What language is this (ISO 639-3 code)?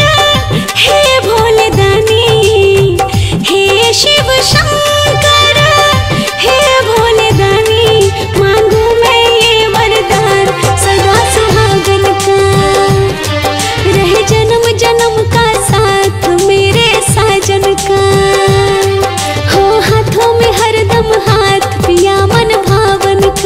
bho